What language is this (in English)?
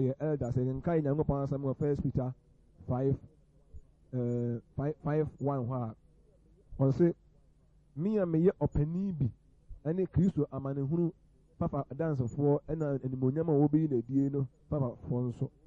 Akan